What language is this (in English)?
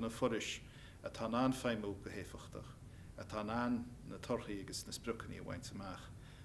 Irish